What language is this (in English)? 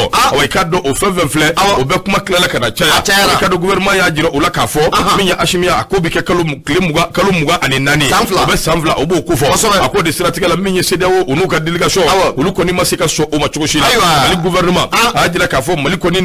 Bambara